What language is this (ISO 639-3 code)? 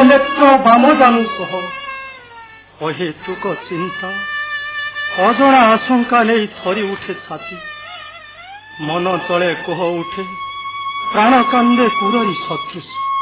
ori